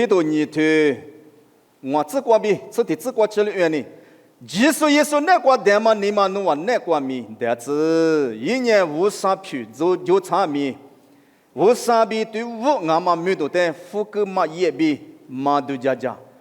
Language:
Lisu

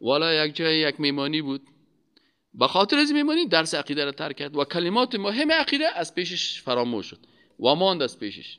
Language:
Persian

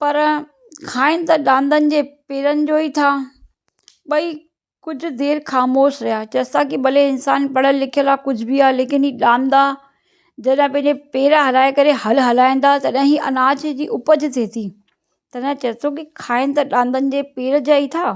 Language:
Sindhi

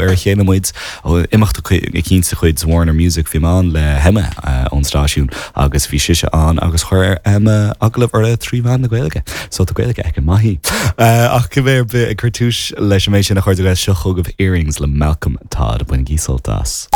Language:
Irish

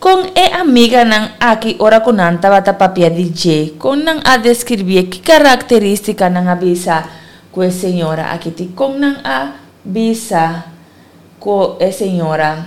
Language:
Papiamento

